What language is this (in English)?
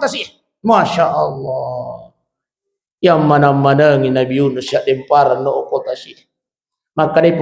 Buginese